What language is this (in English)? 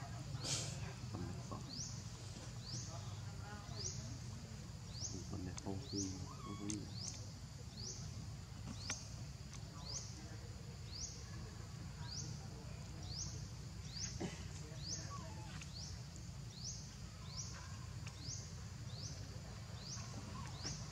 Vietnamese